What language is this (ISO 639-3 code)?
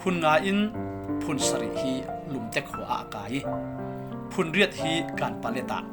cfm